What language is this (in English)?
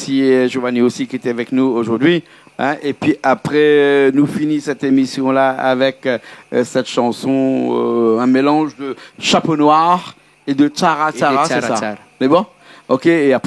Réunion Creole French